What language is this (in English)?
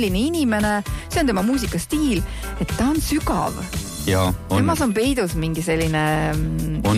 Estonian